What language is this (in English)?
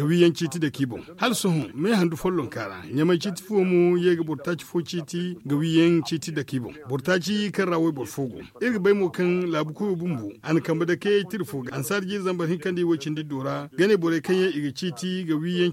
Zarma